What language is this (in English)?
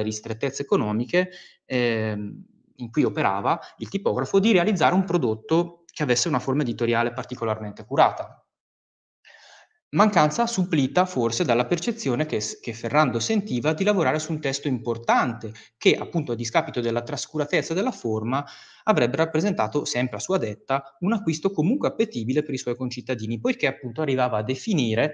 Italian